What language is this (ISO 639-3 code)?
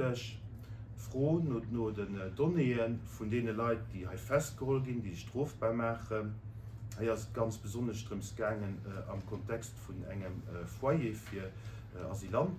ltz